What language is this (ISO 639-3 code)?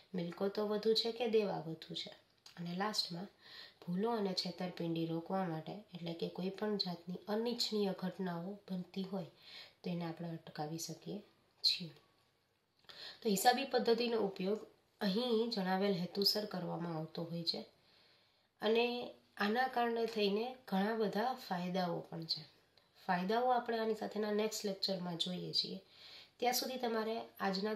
guj